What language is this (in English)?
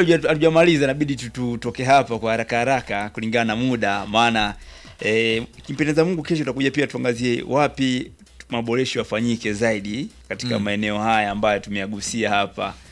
Swahili